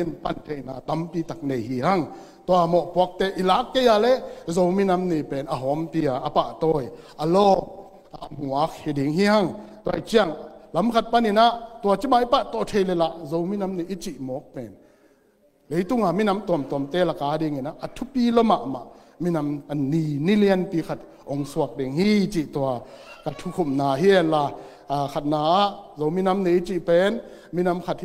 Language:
Tedim Chin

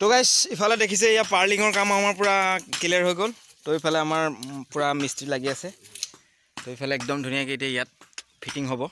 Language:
Assamese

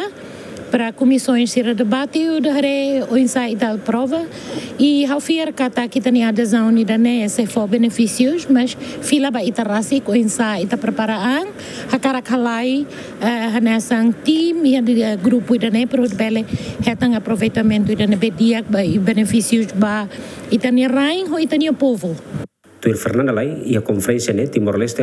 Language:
Tetum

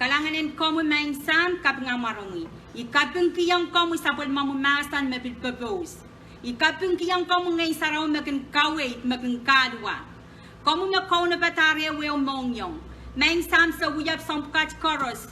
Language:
Pohnpeian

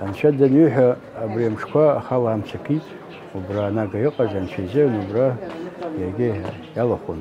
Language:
Abkhazian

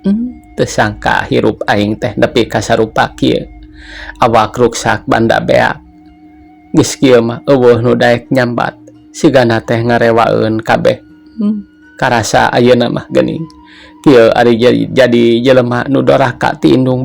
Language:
Sundanese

